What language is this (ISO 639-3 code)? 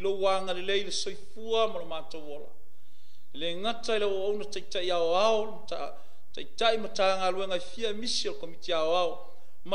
smo